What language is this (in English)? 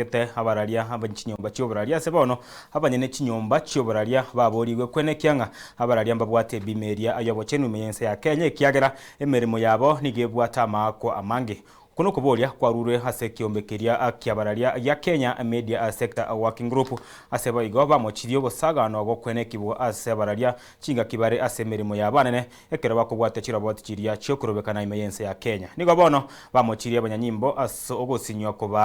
Gusii